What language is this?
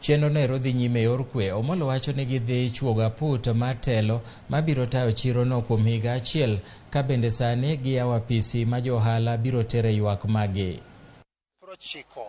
Luo (Kenya and Tanzania)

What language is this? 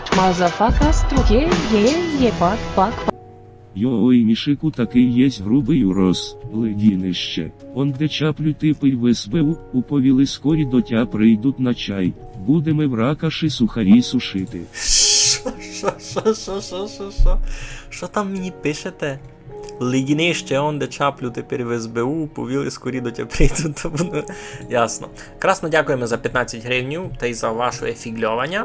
Rusyn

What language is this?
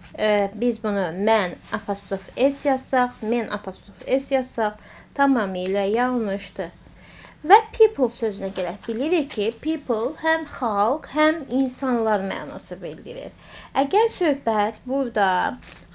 Azerbaijani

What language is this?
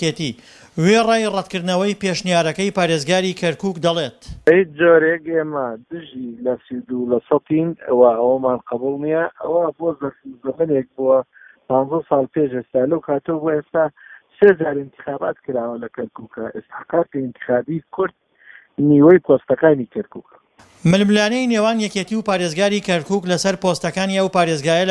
Central Kurdish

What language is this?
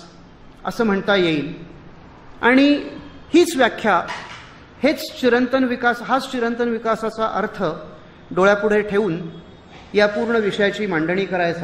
Marathi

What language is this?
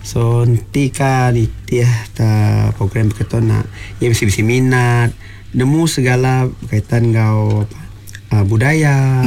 Iban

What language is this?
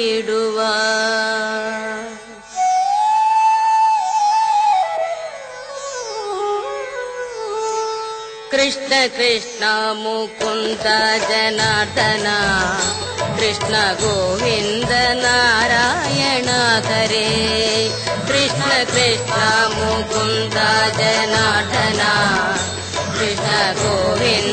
Malayalam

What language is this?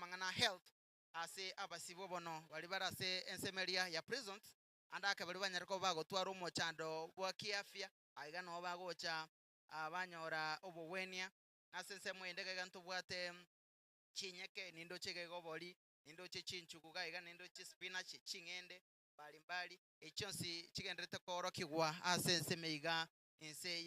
Gusii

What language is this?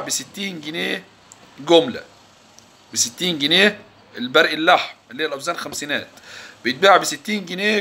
Egyptian Arabic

